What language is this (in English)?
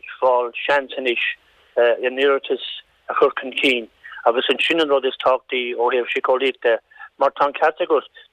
Irish